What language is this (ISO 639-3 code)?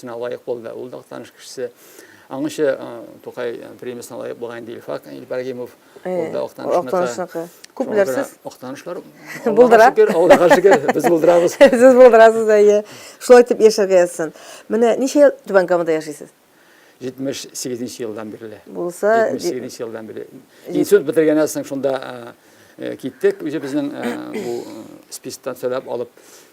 tat